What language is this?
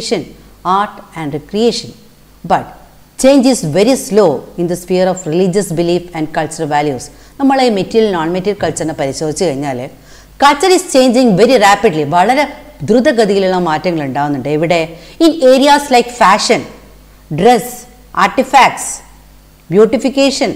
Malayalam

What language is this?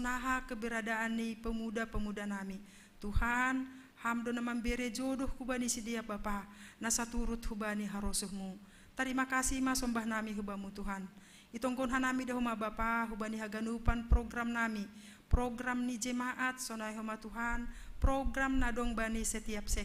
Batak Simalungun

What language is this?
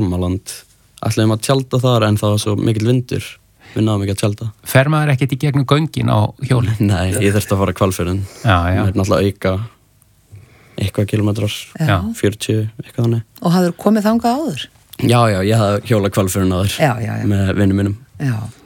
Icelandic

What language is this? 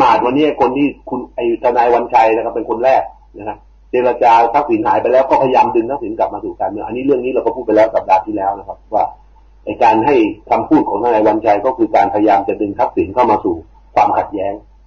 Thai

